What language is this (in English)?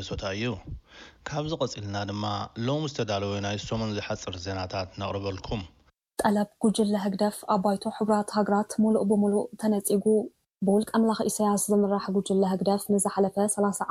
Tigrinya